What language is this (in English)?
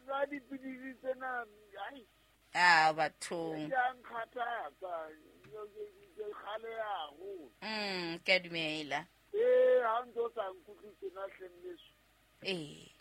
Southern Sotho